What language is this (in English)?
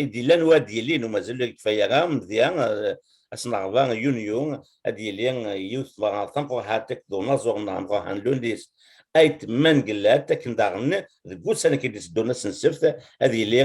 Kabyle